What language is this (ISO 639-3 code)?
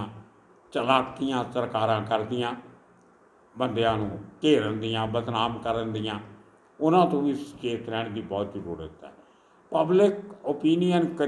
pan